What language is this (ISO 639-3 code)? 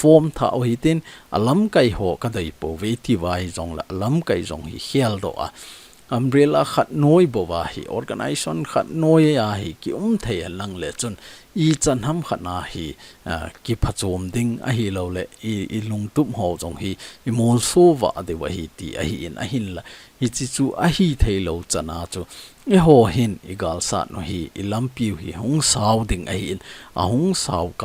tcz